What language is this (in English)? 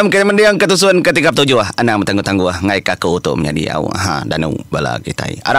Iban